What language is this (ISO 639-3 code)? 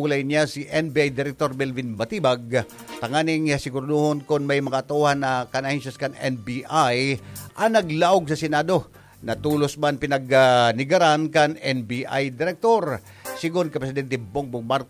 bik